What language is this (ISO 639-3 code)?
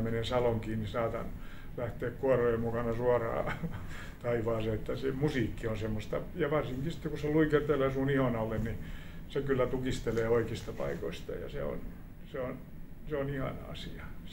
fin